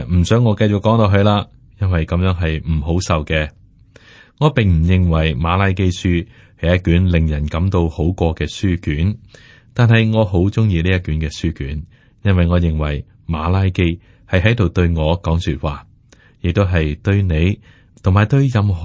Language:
Cantonese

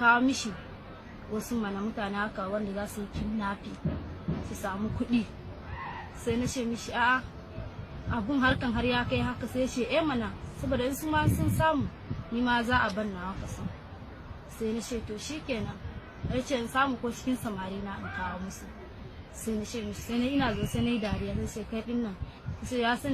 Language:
Hausa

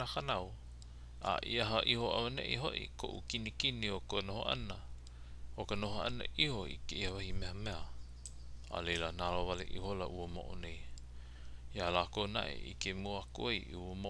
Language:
Hawaiian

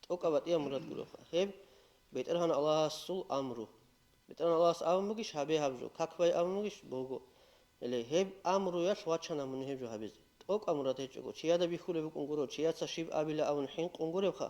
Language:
Avaric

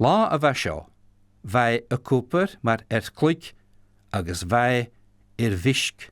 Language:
Scottish Gaelic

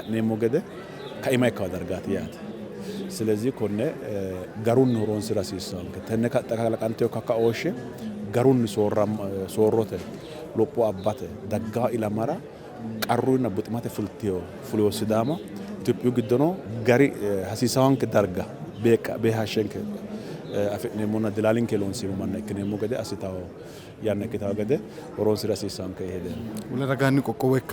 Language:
Sidamo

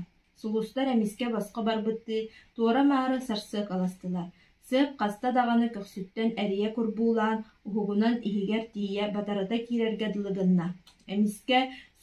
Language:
Yakut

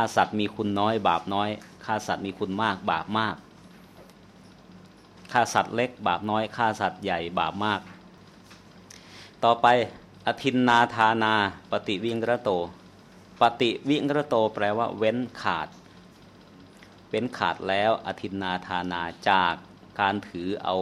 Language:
Thai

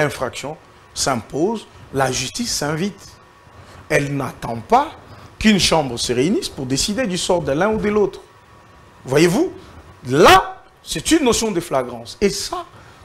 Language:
French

